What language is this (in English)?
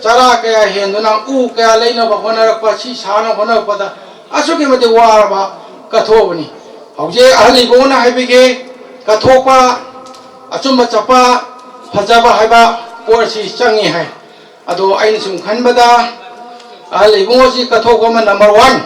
Manipuri